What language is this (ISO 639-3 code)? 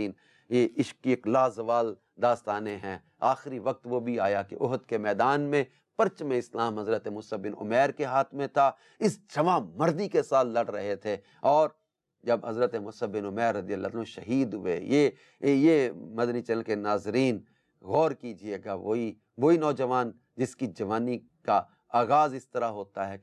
urd